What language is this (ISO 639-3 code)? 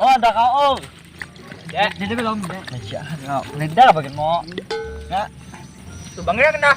bjn